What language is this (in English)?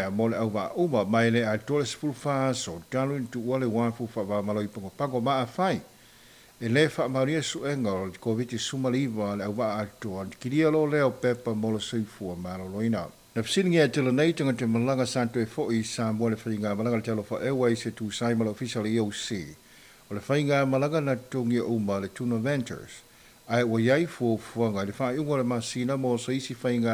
Samoan